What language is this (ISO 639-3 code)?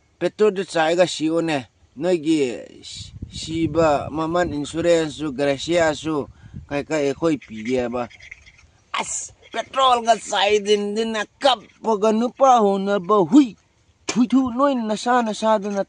mni